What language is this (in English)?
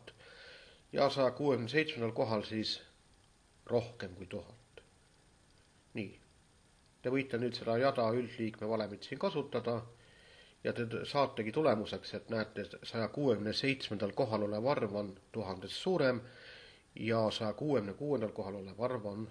Estonian